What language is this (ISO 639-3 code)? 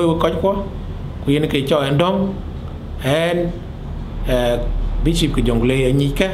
din